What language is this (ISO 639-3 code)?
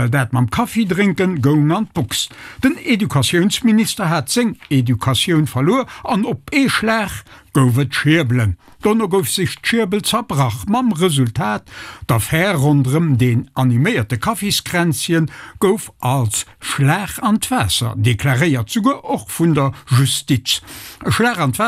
ltz